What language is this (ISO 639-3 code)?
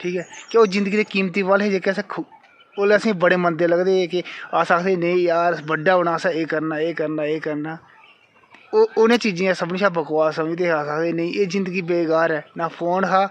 doi